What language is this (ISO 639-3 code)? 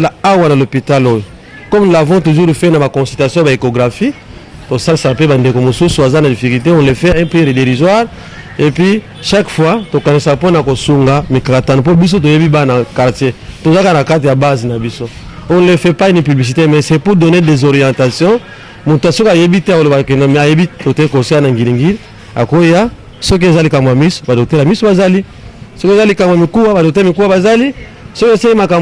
lin